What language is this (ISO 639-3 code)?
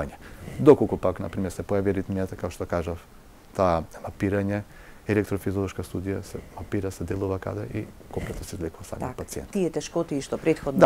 mkd